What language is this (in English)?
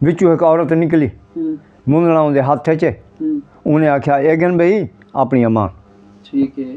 Saraiki